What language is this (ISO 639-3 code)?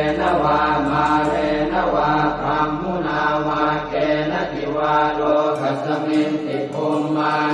pli